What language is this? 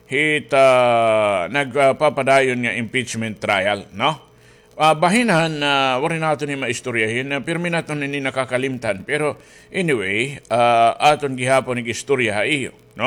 Waray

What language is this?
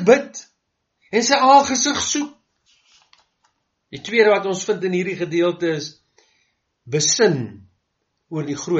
Afrikaans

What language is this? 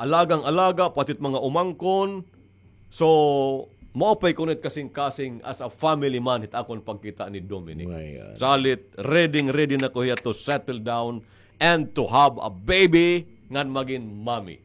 Waray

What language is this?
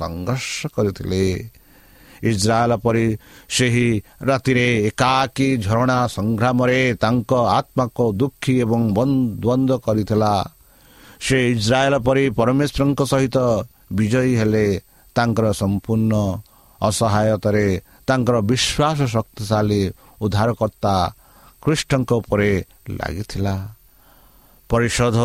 Odia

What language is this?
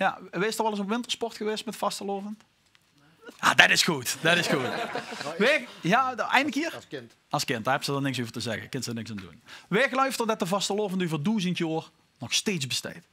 Limburgish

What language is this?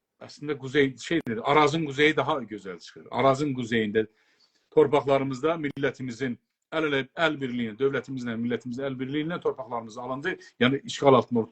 South Azerbaijani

